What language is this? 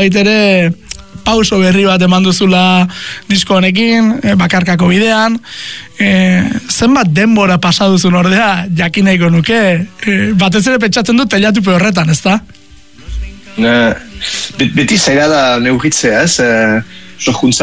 Basque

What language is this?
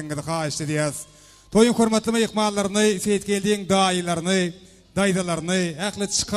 Turkmen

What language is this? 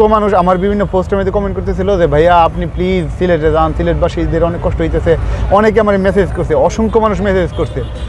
Bangla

